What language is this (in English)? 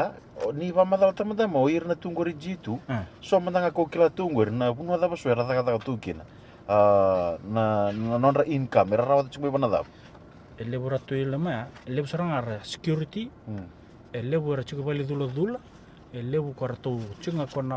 Fijian